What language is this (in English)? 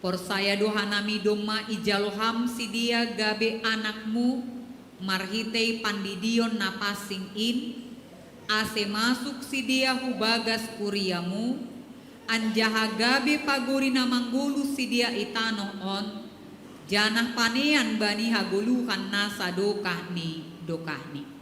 Batak Simalungun